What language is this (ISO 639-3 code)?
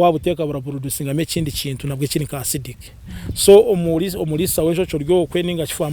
nyn